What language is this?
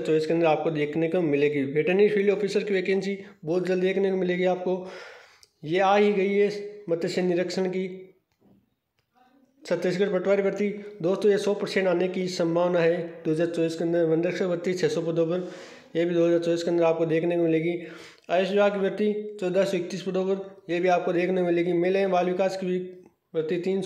Hindi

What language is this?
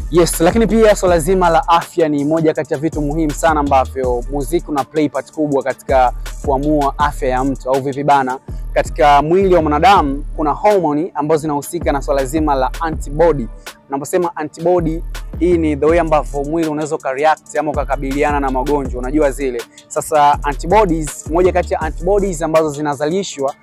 Swahili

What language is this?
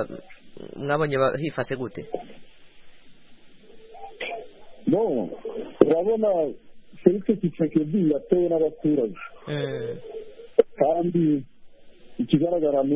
Kinyarwanda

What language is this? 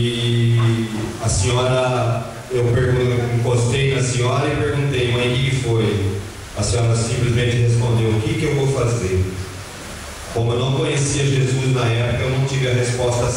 Portuguese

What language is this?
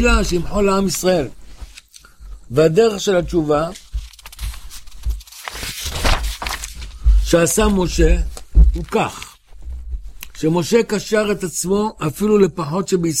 Hebrew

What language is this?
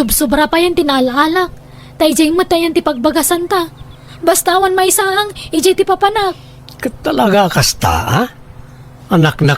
Iloko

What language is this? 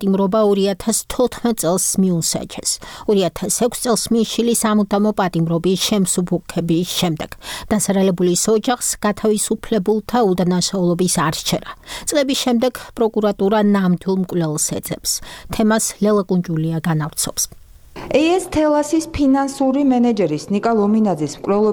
Georgian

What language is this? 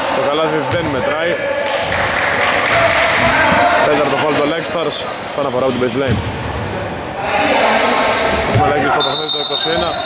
Greek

